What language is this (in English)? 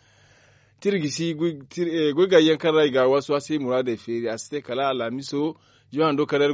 Zarma